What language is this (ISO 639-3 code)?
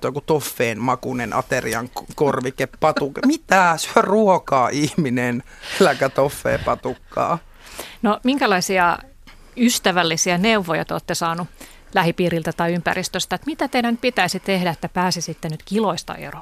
fin